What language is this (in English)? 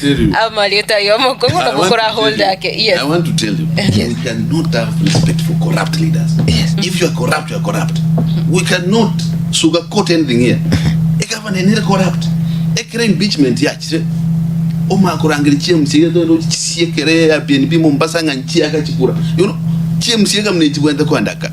Gusii